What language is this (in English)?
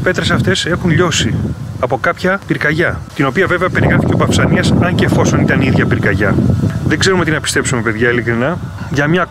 Greek